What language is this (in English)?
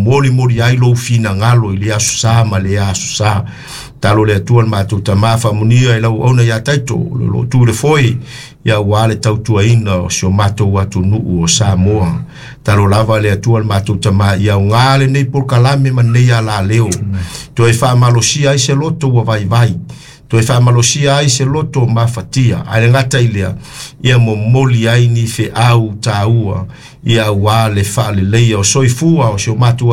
Samoan